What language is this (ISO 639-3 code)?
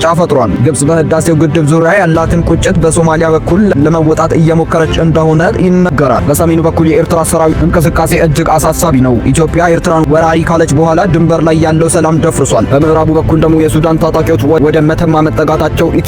amh